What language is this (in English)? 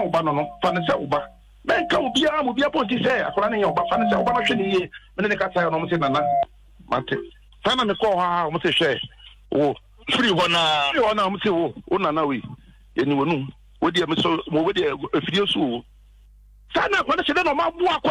Akan